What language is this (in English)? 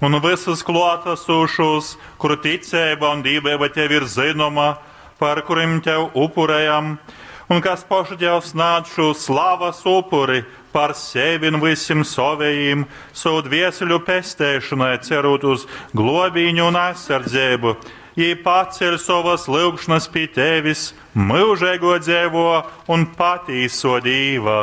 Latgalian